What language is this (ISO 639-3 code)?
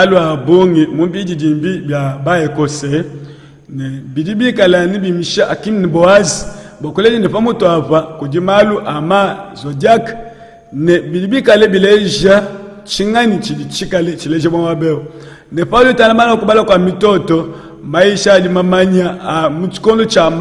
lua